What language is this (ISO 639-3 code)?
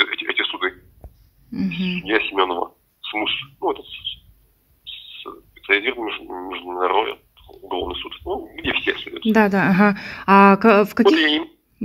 rus